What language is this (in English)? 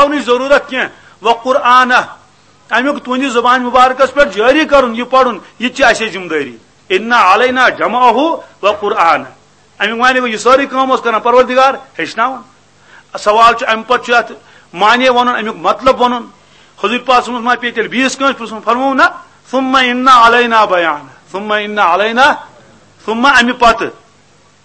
Kashmiri